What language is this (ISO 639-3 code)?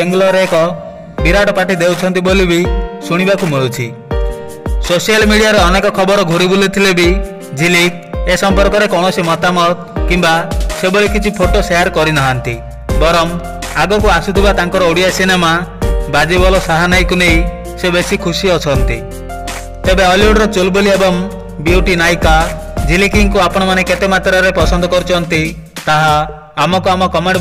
ori